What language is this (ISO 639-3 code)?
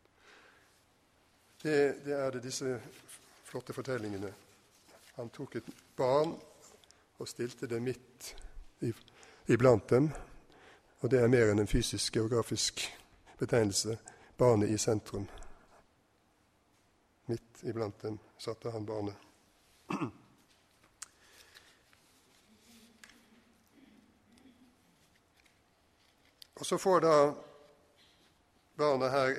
nor